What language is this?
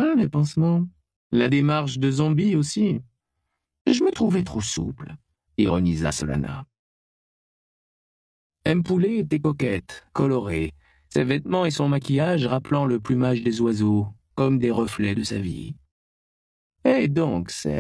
French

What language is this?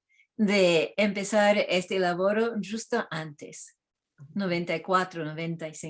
Ladino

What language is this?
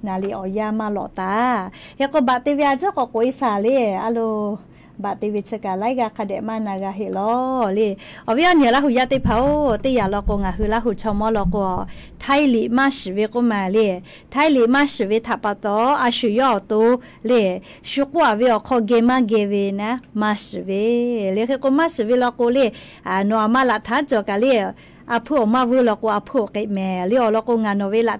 Lahu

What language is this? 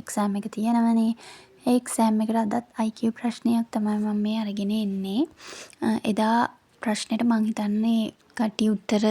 Sinhala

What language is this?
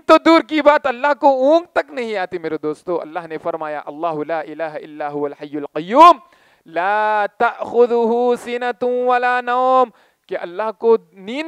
Urdu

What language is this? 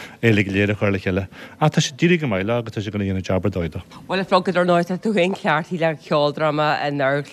Irish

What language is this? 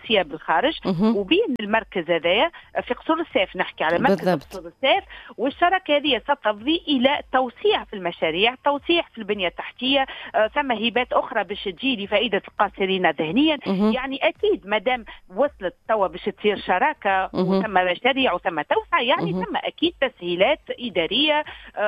Tunisian Arabic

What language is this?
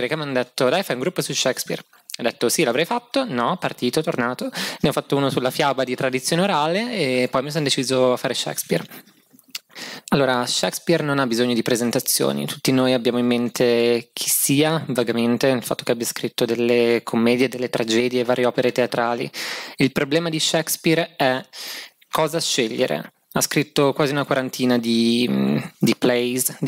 Italian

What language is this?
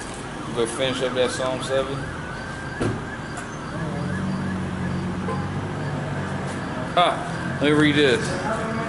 English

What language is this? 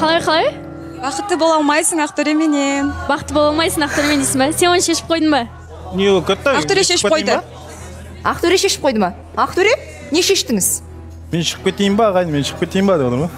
Kazakh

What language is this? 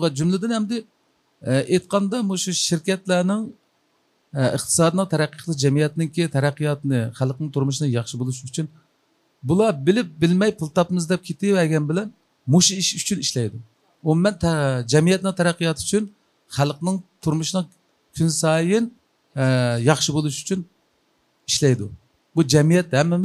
Uyghur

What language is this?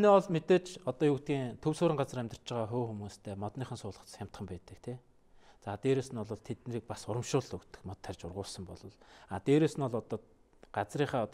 Mongolian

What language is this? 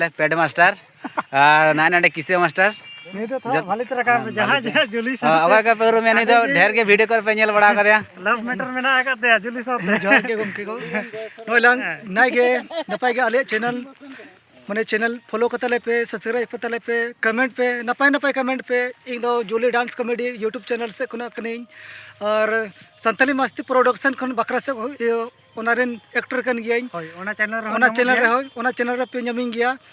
Santali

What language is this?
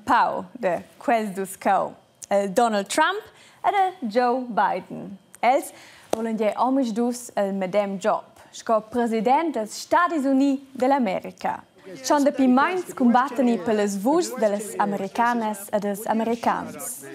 Romansh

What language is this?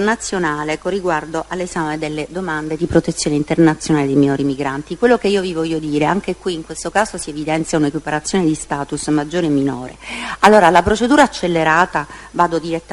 Italian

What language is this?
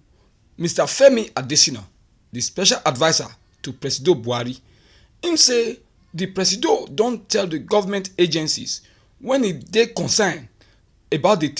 Nigerian Pidgin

